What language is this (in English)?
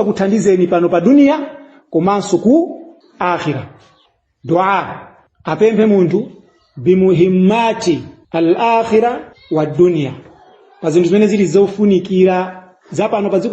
Nyanja